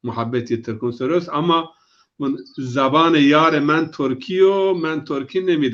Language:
Zaza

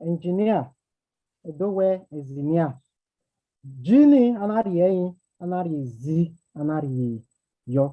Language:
Bini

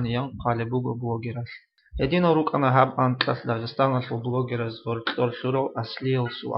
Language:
Avaric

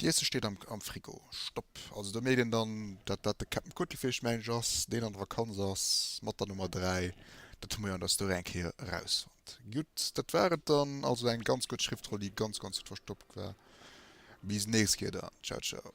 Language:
Luxembourgish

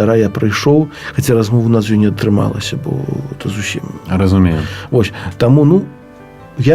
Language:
Belarusian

